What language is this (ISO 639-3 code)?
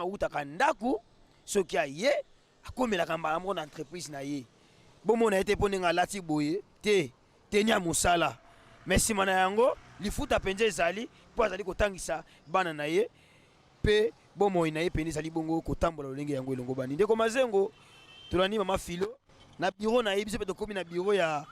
lin